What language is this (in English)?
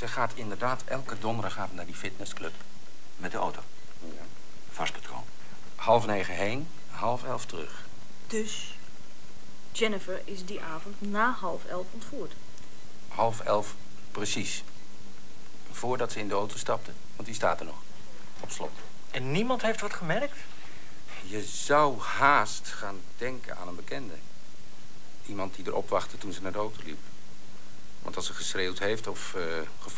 Dutch